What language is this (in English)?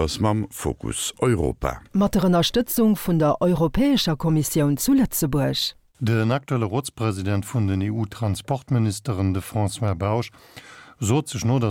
Luxembourgish